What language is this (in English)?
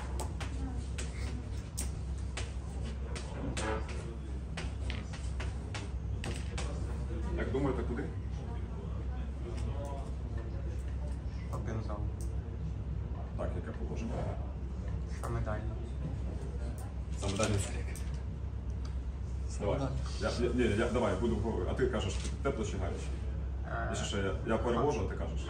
Ukrainian